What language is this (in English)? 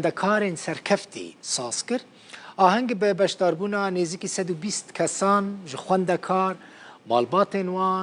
Kurdish